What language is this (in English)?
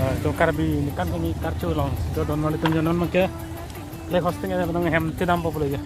Karbi